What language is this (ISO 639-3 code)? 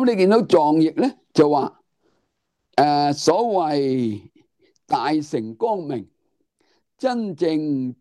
yue